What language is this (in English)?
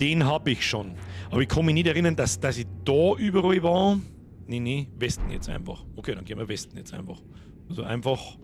Bavarian